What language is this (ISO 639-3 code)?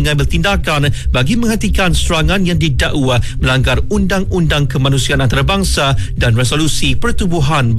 msa